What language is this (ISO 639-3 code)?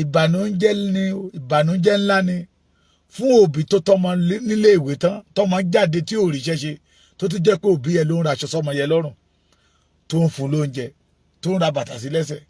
yor